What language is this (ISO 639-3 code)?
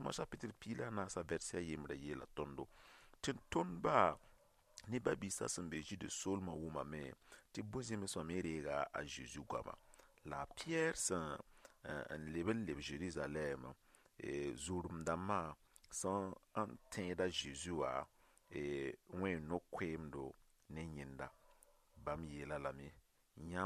mos